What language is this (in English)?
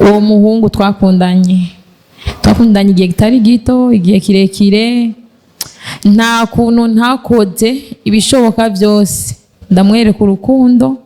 Rundi